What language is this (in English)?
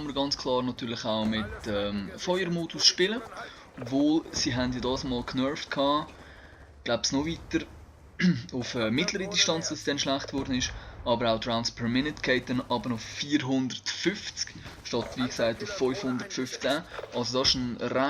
Swiss German